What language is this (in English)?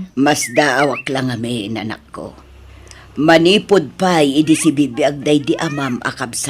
Iloko